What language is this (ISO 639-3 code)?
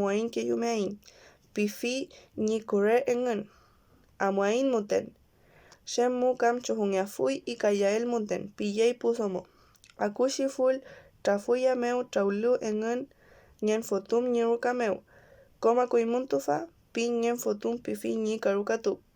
arn